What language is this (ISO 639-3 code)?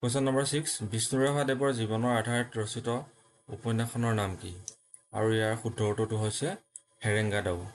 asm